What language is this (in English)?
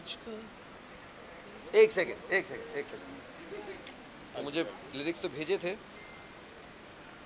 Hindi